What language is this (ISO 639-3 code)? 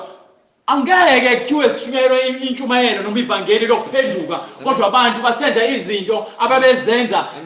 zul